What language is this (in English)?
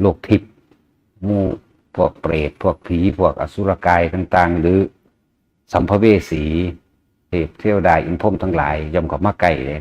Northeastern Thai